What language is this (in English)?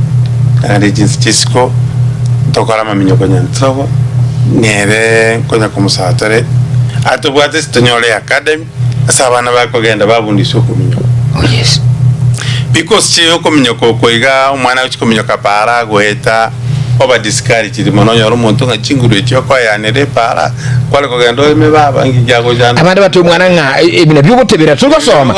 Gusii